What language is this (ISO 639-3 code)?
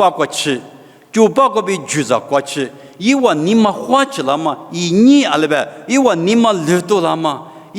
lis